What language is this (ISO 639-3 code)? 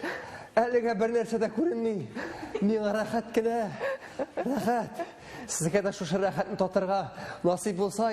tat